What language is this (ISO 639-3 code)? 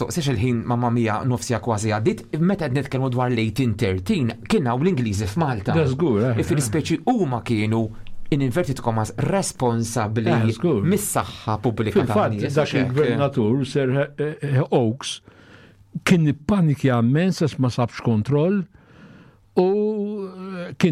mlt